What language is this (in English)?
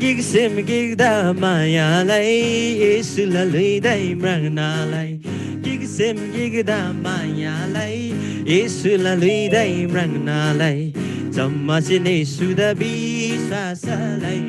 Eastern Tamang